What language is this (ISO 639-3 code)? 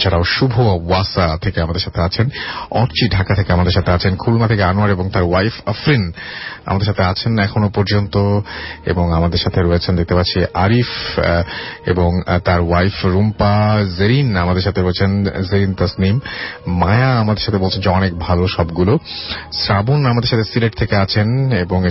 ben